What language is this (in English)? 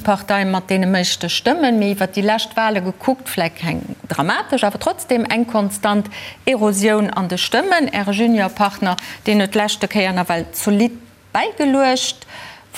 Luxembourgish